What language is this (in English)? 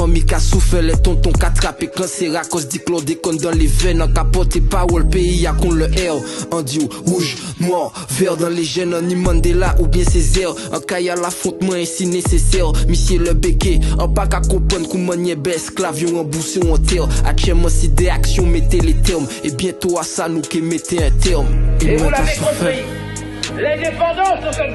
Guadeloupean Creole French